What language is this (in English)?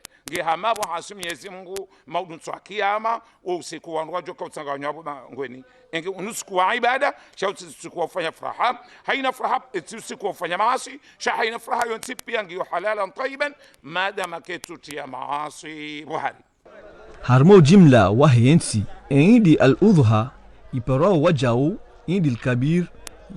Ngazidja Comorian